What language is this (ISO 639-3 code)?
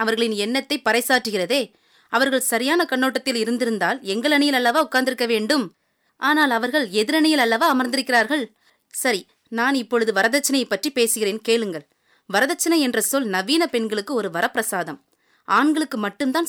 tam